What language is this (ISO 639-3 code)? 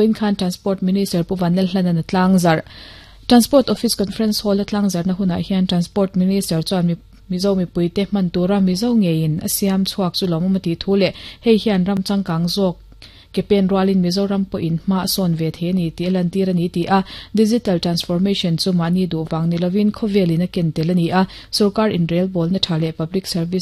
lus